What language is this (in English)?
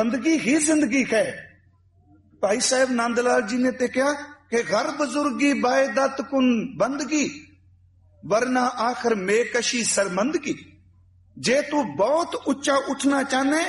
Punjabi